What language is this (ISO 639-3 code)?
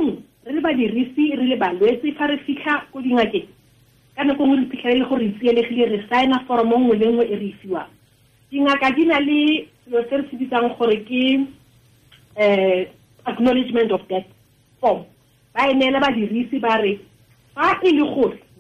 tsn